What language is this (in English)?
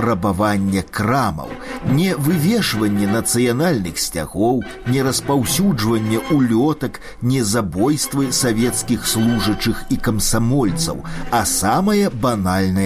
Belarusian